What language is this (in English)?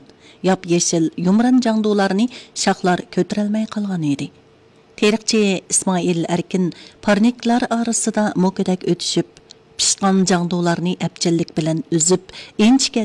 Uyghur